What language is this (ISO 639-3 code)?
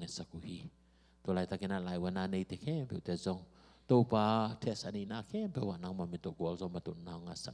ctd